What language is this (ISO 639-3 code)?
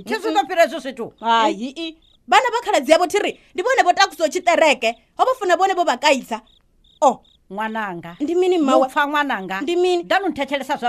ven